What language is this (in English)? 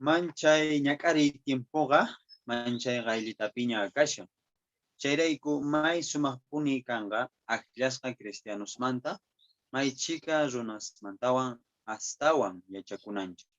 Quechua